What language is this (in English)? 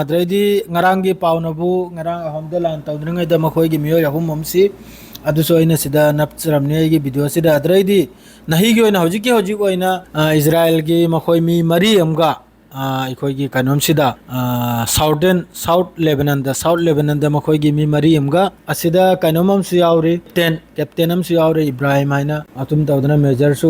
Manipuri